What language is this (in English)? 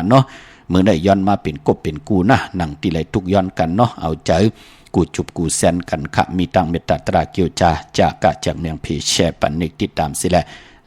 Shan